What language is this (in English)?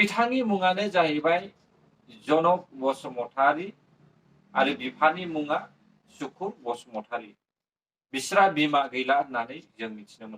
Bodo